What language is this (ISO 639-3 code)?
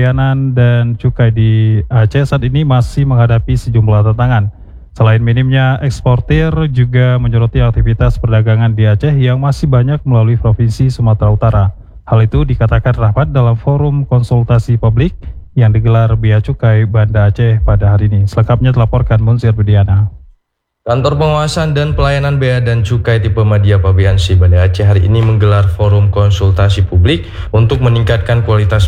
ind